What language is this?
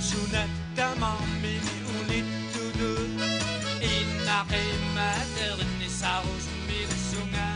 Kalaallisut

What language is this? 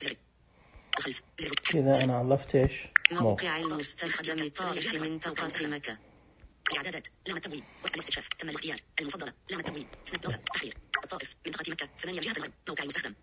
Najdi Arabic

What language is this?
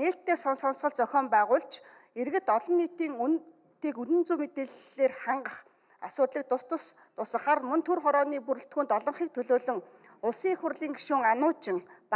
Mongolian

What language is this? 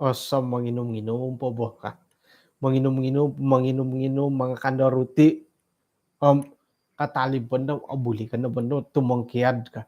Central Dusun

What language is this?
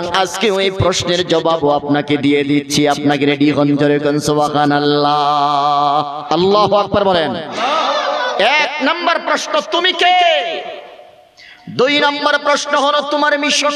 Bangla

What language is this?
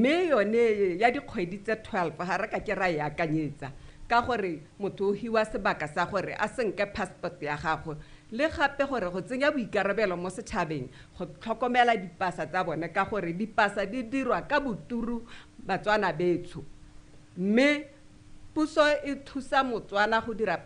Tswana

